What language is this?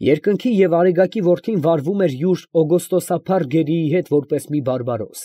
Armenian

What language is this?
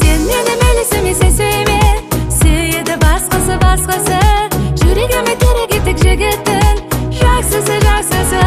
Kara-Kalpak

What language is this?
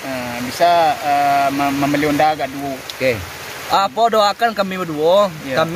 Minangkabau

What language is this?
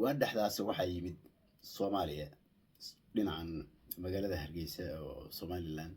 Somali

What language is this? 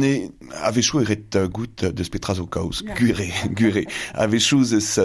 Breton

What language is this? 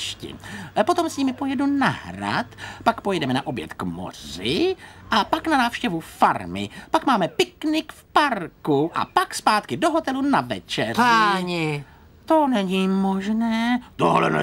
Czech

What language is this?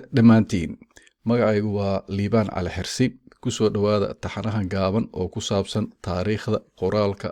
Somali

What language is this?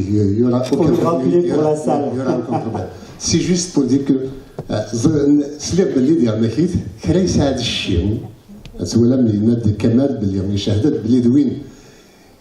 Kabyle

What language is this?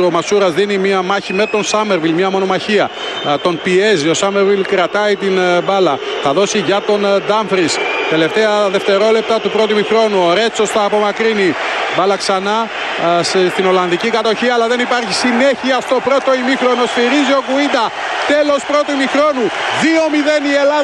Greek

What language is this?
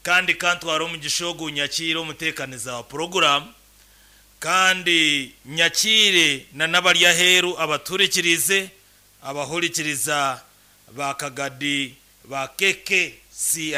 Nyankole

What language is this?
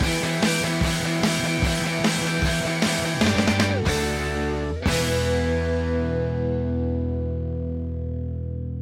Basque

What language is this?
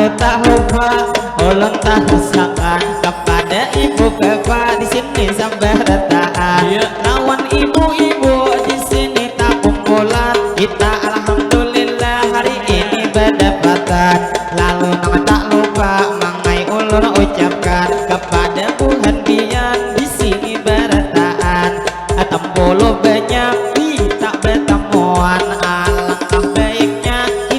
Banjar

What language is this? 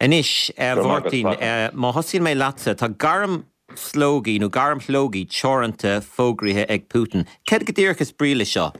Irish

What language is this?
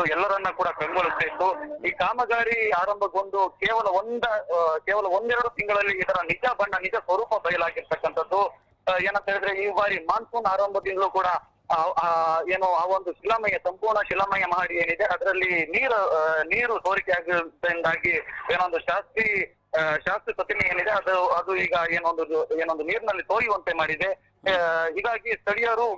Kannada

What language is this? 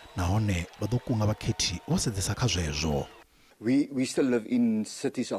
Venda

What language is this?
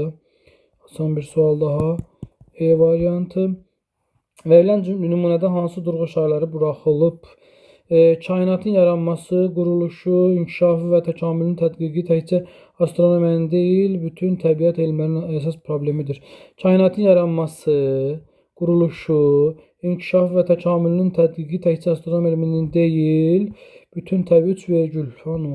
Azerbaijani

